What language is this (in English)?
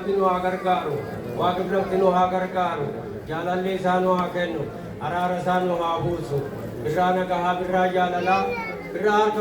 Oromo